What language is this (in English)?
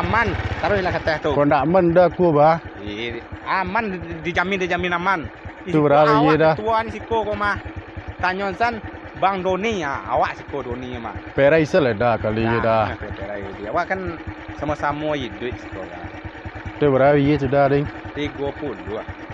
Minangkabau